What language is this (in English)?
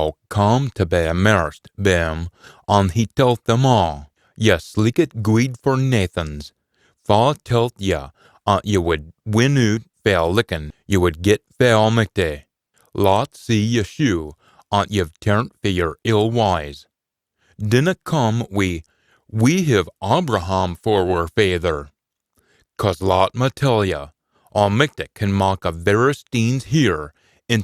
Scots